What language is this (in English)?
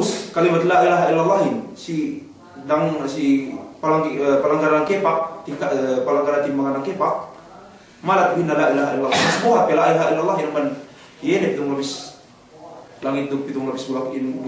Yakan